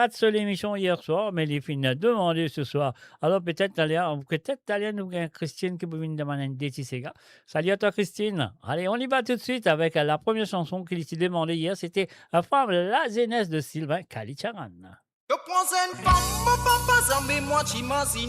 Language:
Morisyen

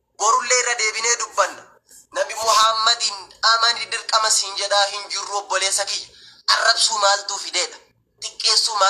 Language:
Oromo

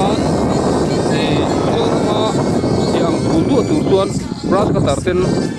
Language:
Mizo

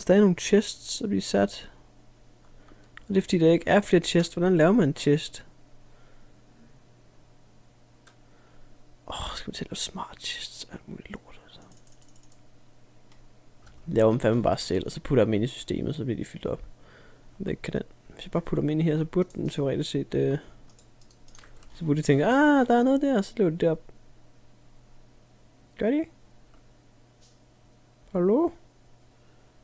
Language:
Danish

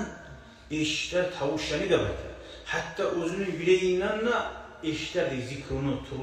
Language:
Kumyk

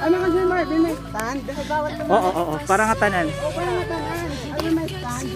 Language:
Waray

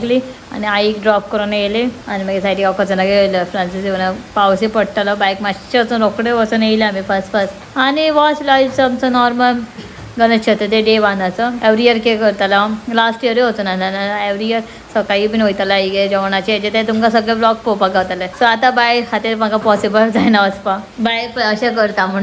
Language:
Konkani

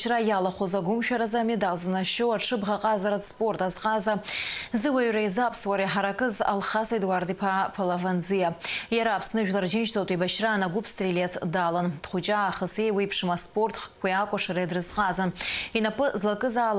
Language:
Abkhazian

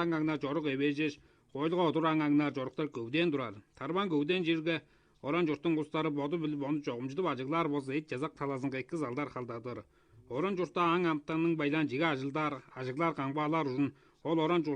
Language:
Tuvinian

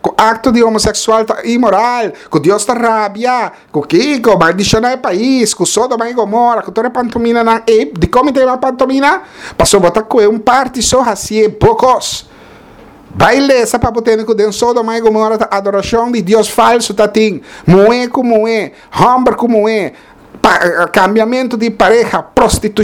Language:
Papiamento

